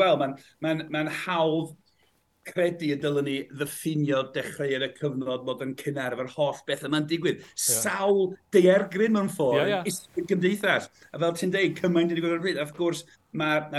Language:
Welsh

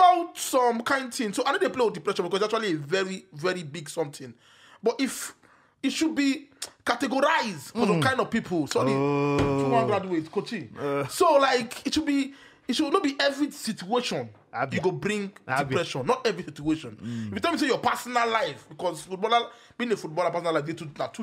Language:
Nigerian Pidgin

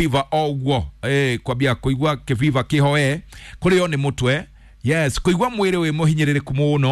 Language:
Kikuyu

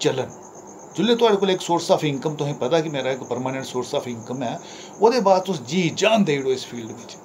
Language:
Dogri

